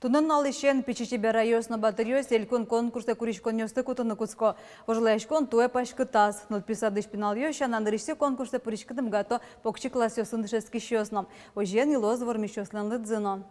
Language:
Udmurt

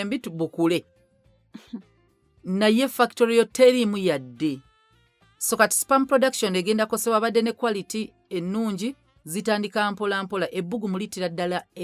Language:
Ganda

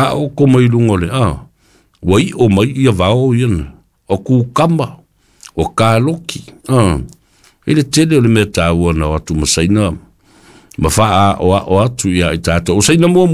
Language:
Samoan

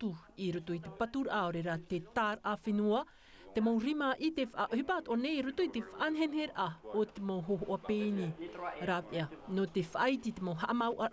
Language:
Tahitian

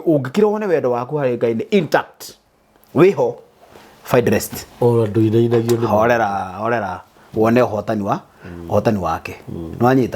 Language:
Kikuyu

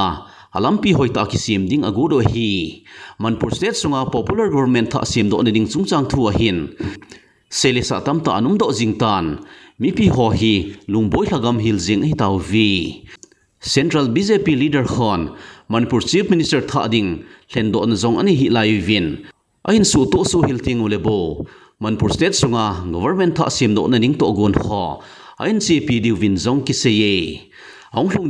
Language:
Thado Chin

